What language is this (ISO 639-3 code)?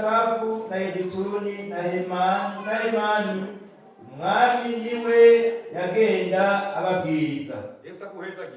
run